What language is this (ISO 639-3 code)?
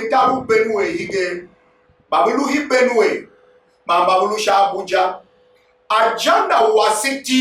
tiv